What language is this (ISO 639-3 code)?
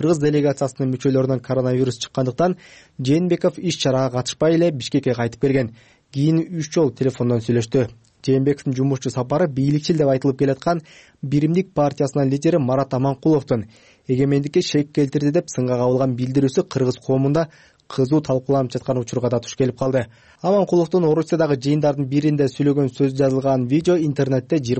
kir